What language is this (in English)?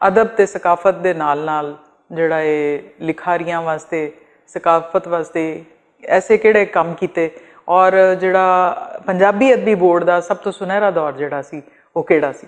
Western Panjabi